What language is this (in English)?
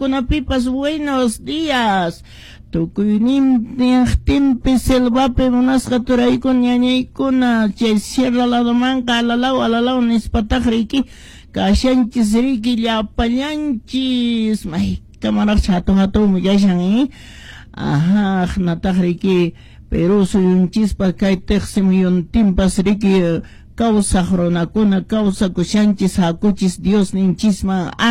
Quechua